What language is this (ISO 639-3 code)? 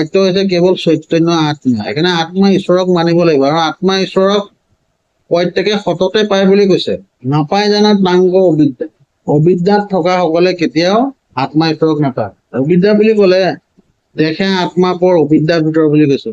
asm